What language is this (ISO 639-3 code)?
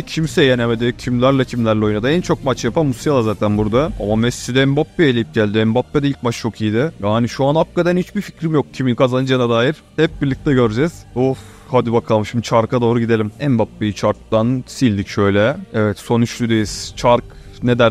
tur